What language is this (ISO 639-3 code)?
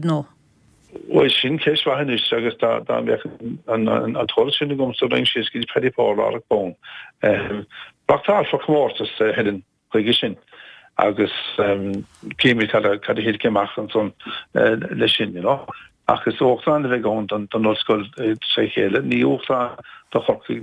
gle